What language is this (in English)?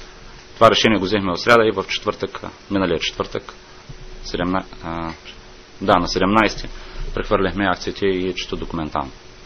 Bulgarian